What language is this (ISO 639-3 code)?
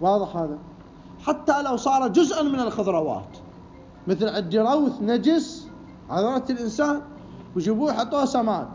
acm